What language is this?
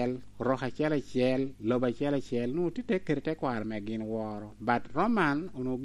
Lango (Uganda)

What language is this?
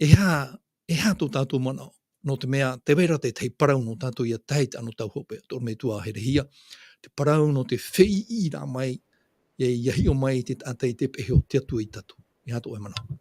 Tahitian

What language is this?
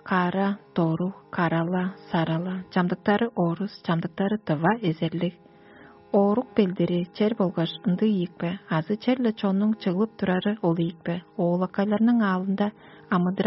Tuvinian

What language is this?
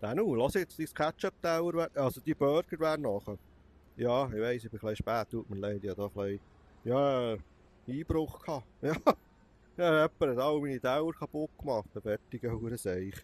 Swiss German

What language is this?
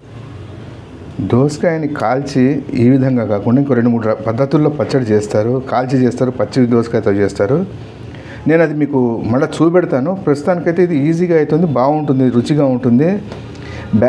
Telugu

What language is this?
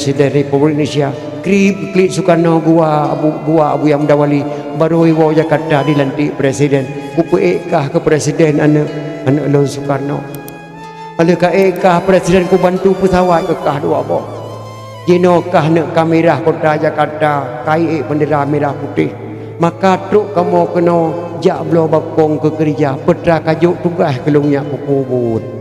Achinese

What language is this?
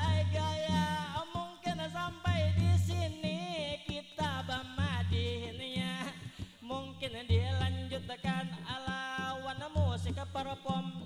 Banjar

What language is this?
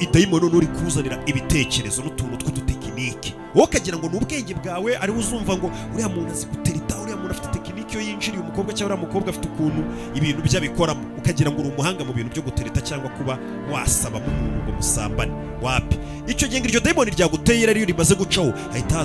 Kinyarwanda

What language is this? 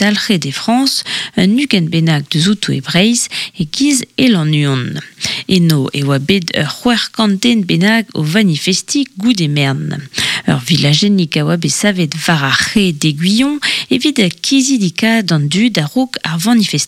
Breton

